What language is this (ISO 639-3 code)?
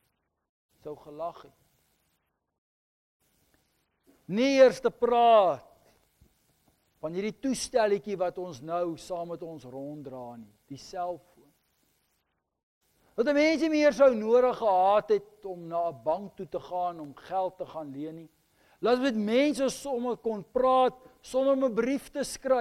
afr